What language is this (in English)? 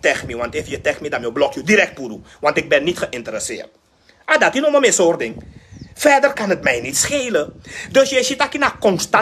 Sranan Tongo